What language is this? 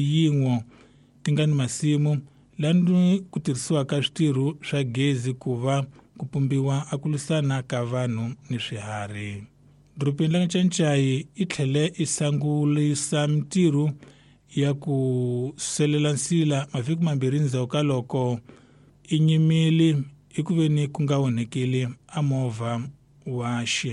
Tsonga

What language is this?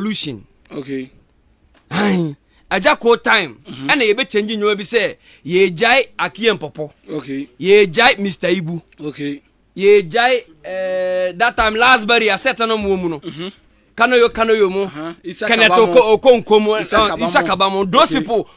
Akan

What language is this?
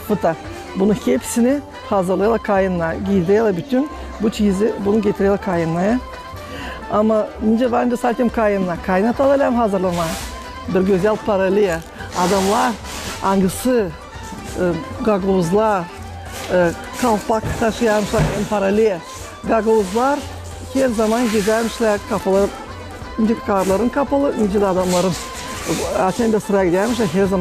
Gagauz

